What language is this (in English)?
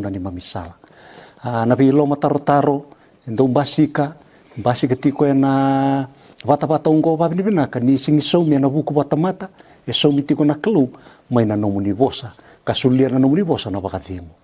Fijian